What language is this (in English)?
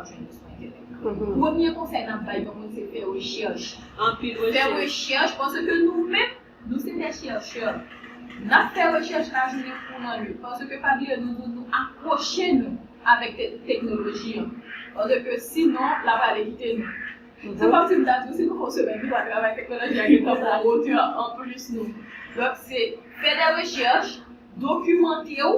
Haitian Creole